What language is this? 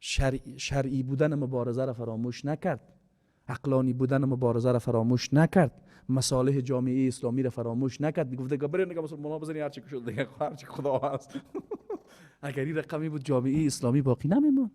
Persian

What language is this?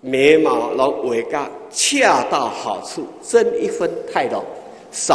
Chinese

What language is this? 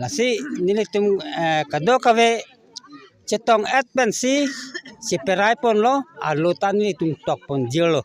Karbi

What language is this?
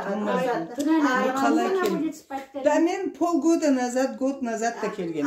Karachay-Balkar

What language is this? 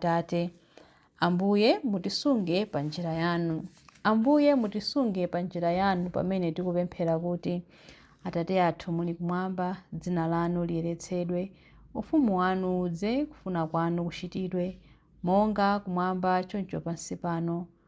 Nyanja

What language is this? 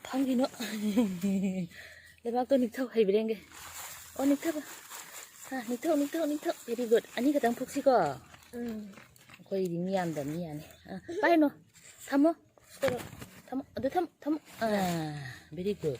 Manipuri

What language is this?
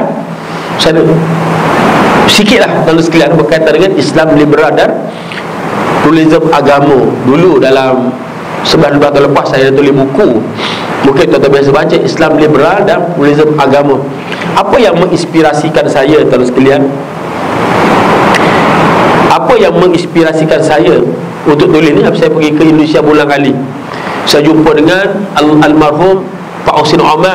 Malay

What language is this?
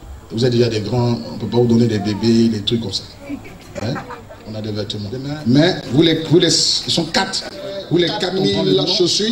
French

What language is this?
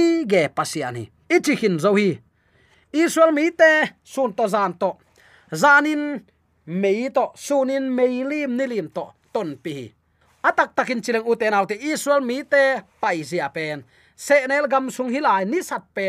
Tedim Chin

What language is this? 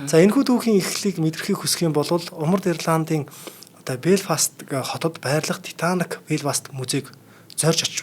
Mongolian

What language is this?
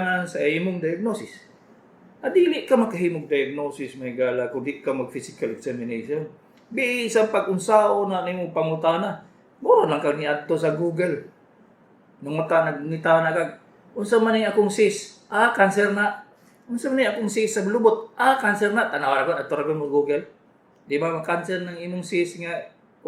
Cebuano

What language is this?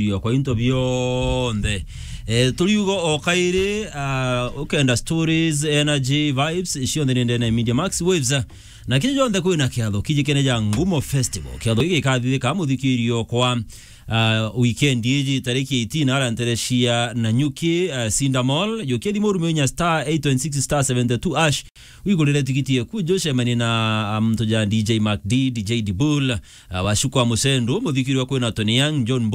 Meru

